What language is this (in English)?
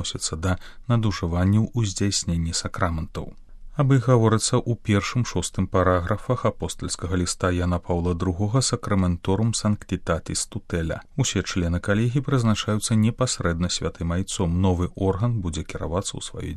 Belarusian